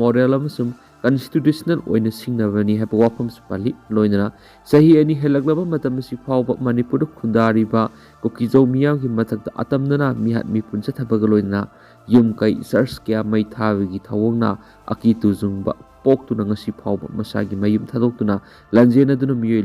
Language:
Manipuri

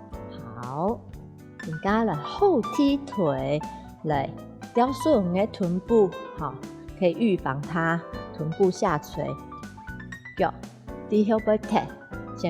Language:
Hakka Chinese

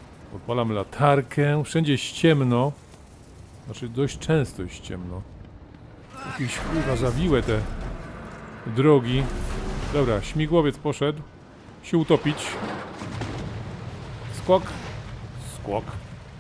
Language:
Polish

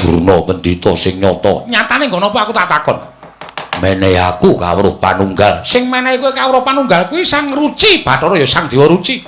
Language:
Javanese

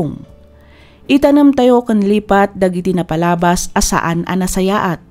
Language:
Iloko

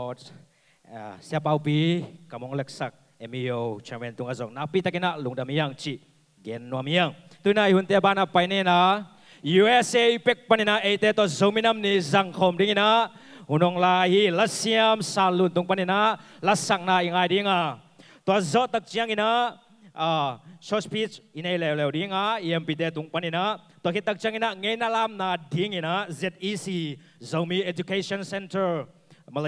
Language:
Tedim Chin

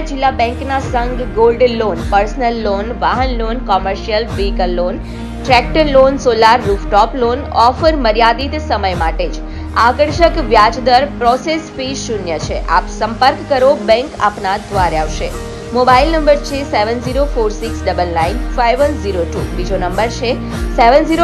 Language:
Gujarati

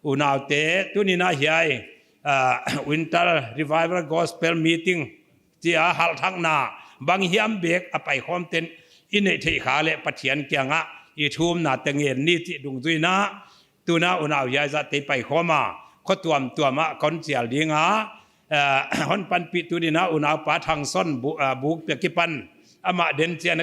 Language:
Paite Chin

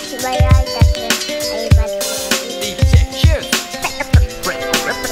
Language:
Japanese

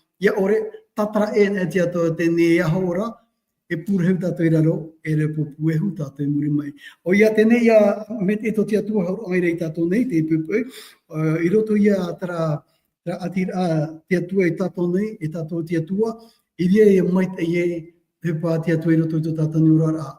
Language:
Tahitian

